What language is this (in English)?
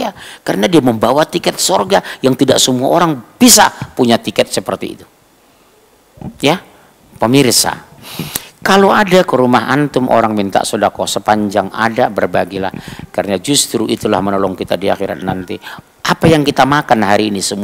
Indonesian